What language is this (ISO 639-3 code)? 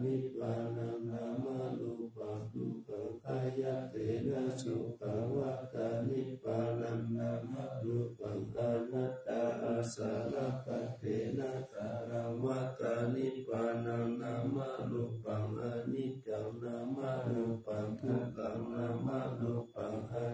pli